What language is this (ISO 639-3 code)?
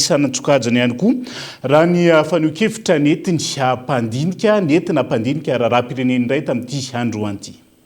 mlg